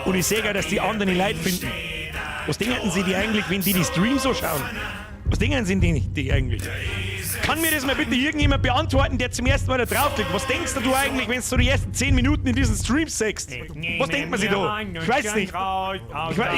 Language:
Bavarian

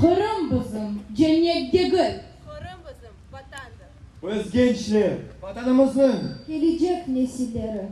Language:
Crimean Tatar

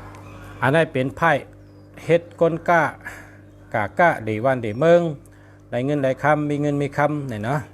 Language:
Shan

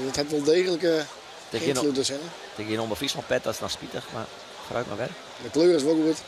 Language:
Western Frisian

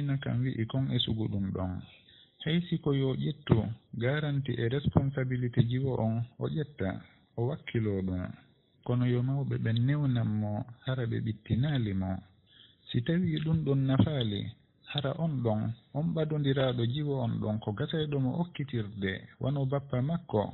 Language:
Fula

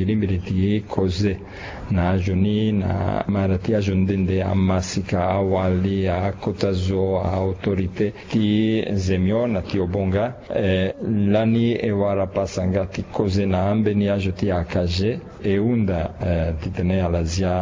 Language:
Sango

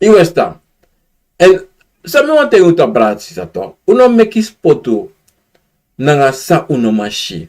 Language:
Sranan Tongo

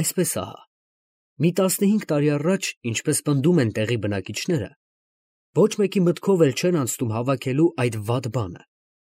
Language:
Armenian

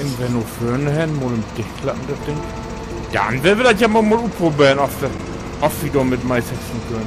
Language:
Low German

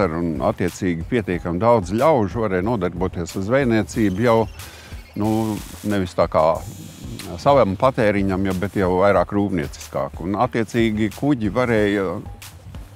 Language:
Latvian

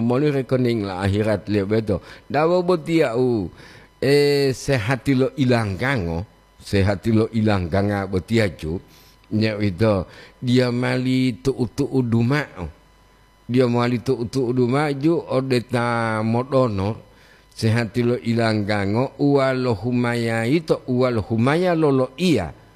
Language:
Gorontalo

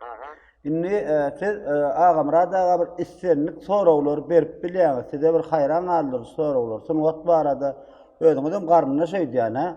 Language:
Turkmen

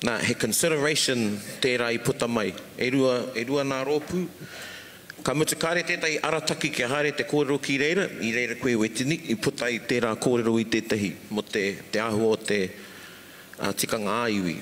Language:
Māori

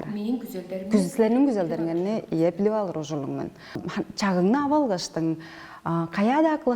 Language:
Tuvinian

